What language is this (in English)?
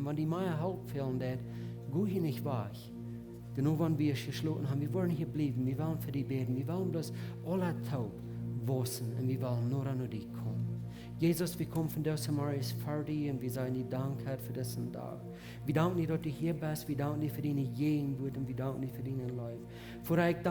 Plautdietsch